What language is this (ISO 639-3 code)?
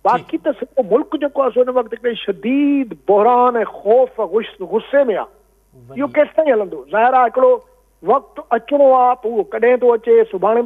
snd